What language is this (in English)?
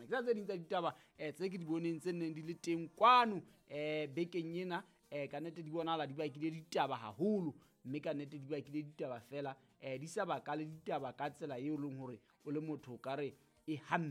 Southern Sotho